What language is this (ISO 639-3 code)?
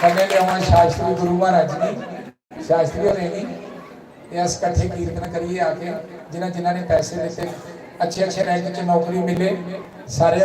doi